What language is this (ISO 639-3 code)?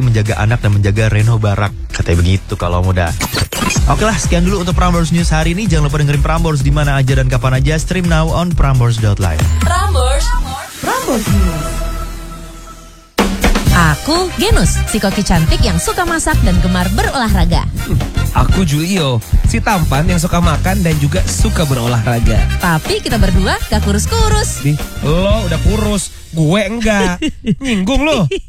ind